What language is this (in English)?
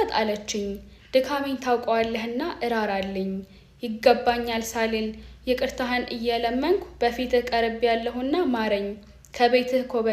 Amharic